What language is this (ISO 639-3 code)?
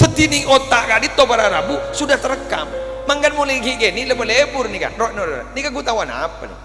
mad